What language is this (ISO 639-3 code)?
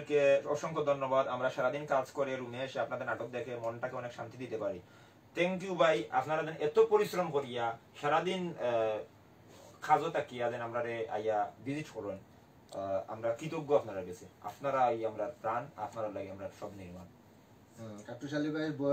syl